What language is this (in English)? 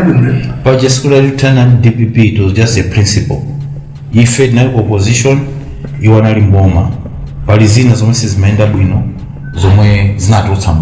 Nyanja